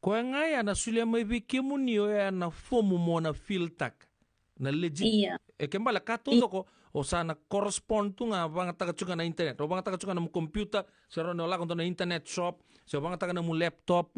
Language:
Fijian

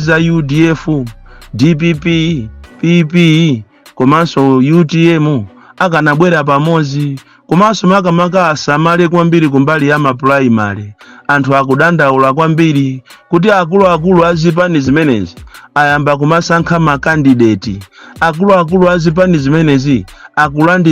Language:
Nyanja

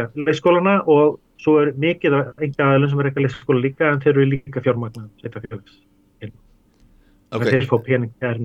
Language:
Icelandic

